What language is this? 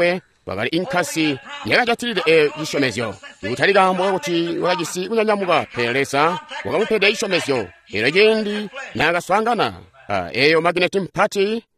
Tonga (Zambia)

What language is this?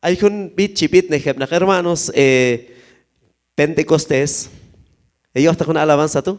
Q'anjob'al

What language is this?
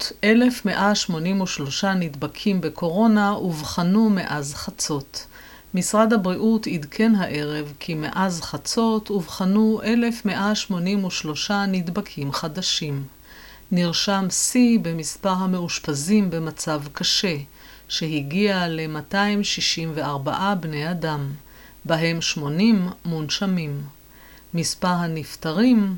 Hebrew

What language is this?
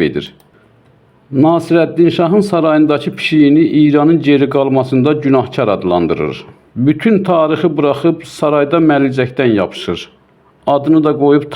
South Azerbaijani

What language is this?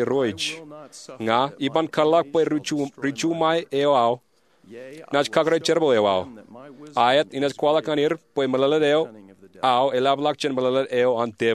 Marshallese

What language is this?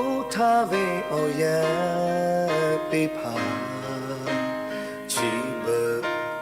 Lahu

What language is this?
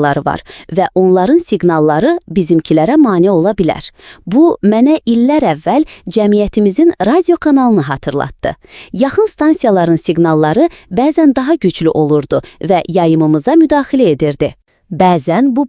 Azerbaijani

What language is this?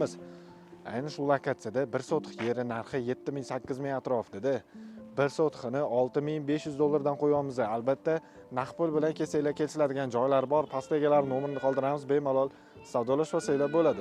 Uzbek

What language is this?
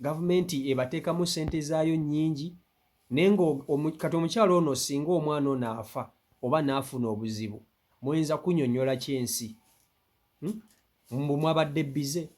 Ganda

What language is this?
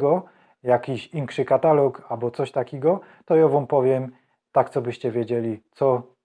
Silesian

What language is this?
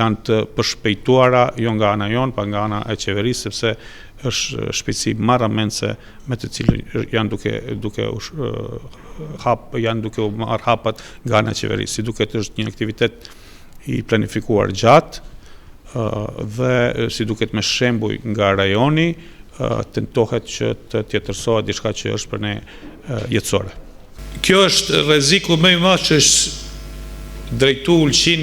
Albanian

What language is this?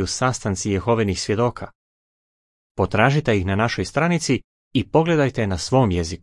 Croatian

